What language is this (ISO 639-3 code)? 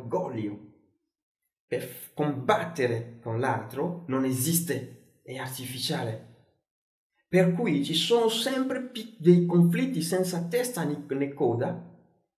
ita